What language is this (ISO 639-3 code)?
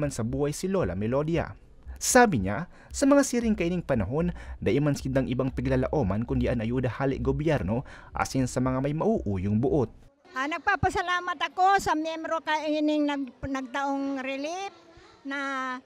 bik